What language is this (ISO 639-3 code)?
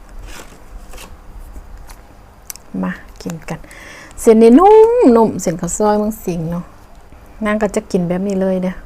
lao